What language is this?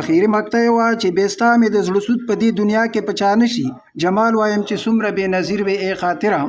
Pashto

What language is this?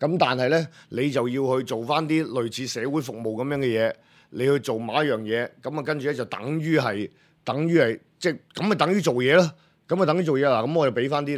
Cantonese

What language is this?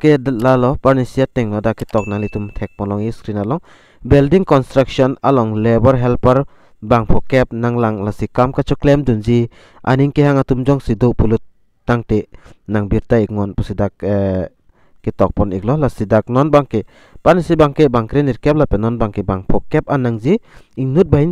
Karbi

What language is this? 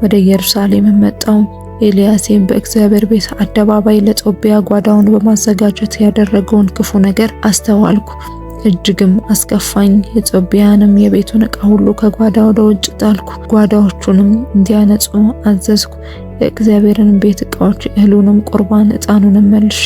Amharic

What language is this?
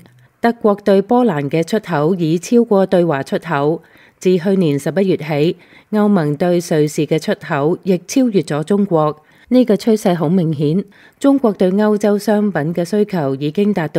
Cantonese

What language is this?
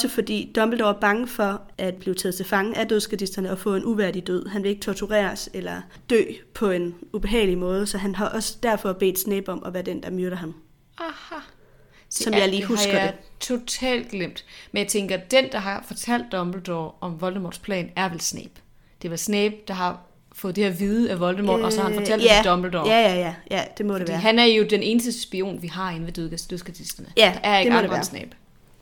Danish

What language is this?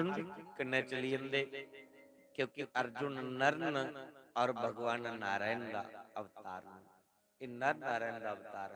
Dogri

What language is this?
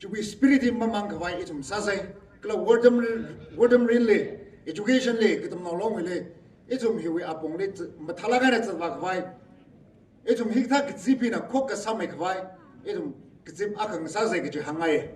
Tangkhul Naga (India)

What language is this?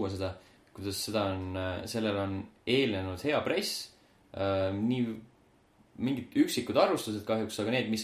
Estonian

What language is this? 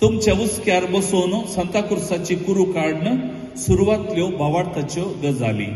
Konkani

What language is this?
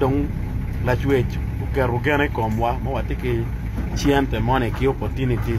Acoli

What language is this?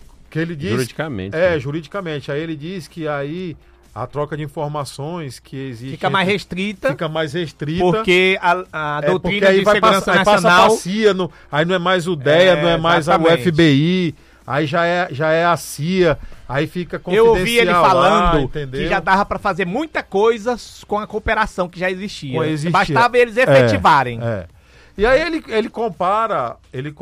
Portuguese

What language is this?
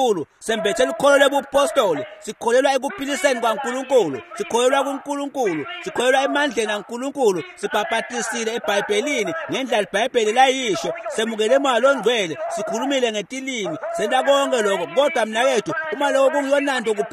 Swati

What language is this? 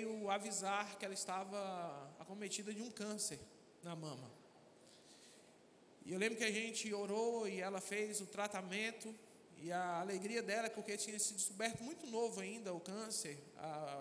Portuguese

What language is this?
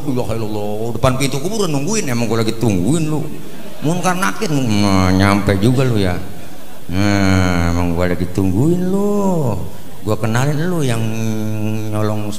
Betawi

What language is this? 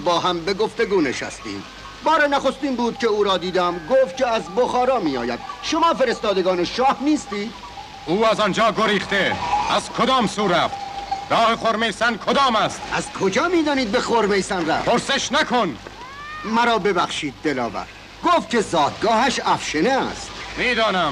Tajik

